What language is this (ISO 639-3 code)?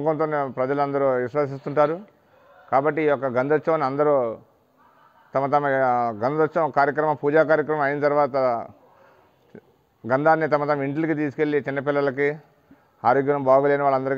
tel